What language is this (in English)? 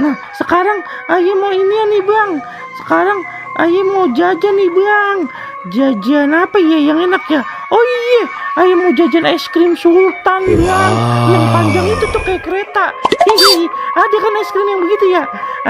Betawi